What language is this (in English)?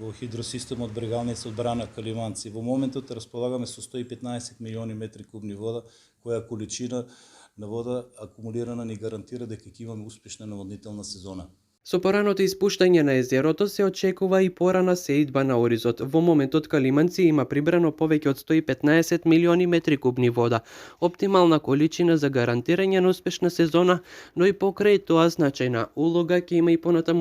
Macedonian